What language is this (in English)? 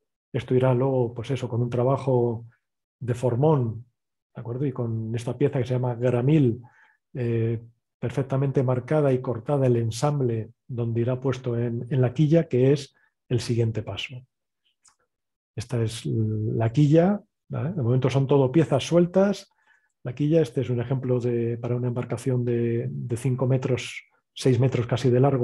Spanish